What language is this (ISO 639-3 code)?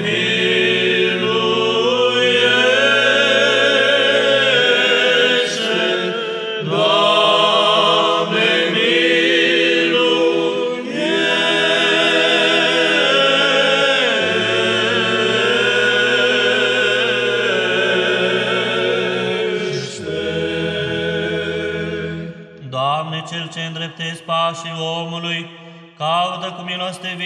ron